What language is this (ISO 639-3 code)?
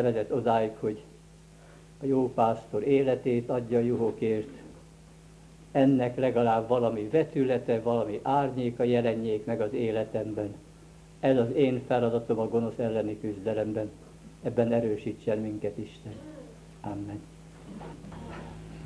hun